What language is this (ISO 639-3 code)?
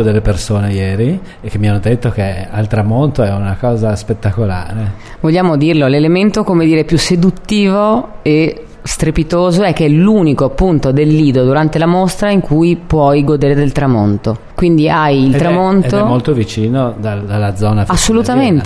ita